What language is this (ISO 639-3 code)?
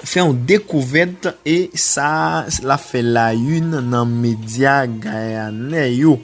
hat